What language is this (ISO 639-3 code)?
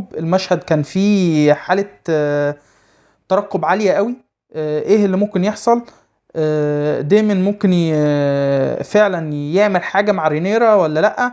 arz